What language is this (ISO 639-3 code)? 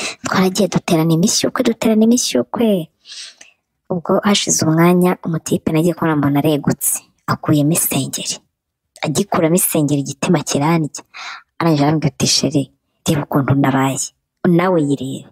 kin